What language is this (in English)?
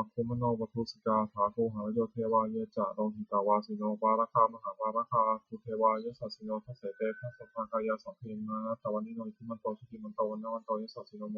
Pali